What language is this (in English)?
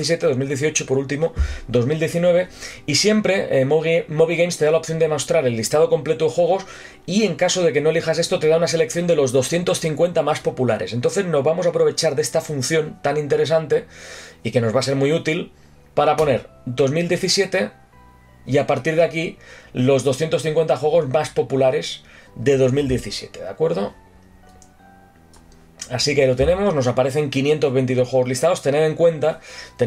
Spanish